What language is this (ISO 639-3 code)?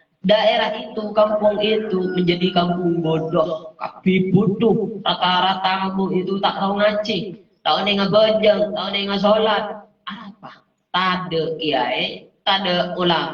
mad